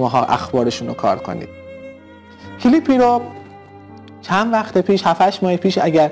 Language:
Persian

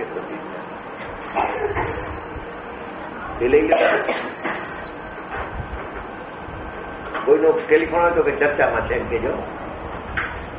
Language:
Gujarati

